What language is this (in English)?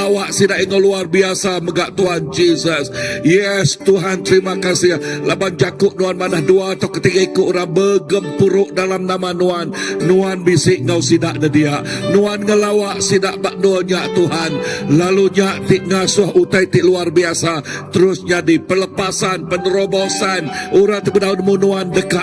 Iban